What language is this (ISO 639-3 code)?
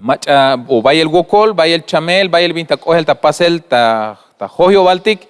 tzh